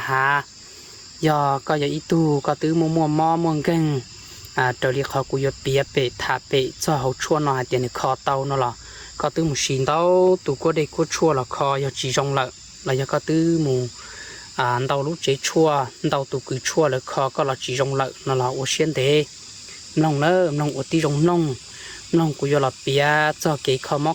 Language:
Hmong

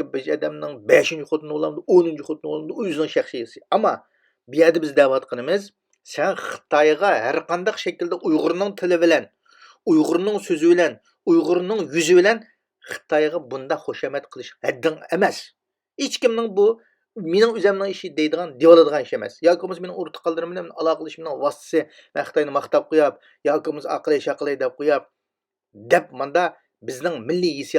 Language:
Uyghur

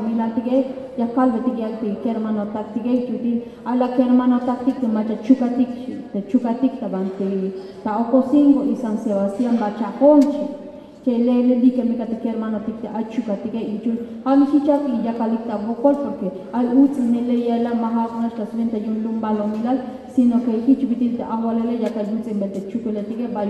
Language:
Tzeltal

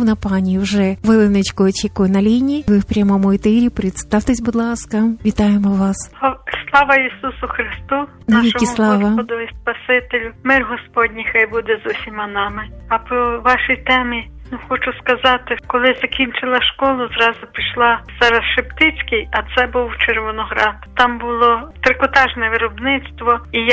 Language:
Ukrainian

